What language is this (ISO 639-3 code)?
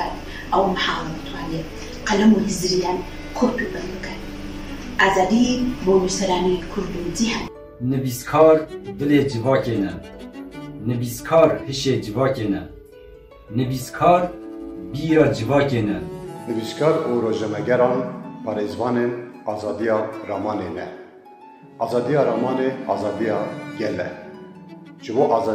kur